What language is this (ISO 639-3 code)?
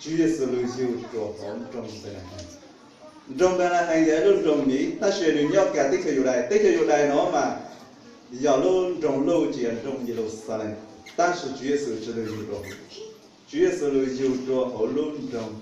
hmn